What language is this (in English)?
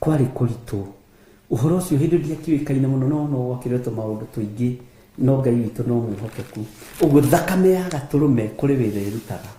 Kikuyu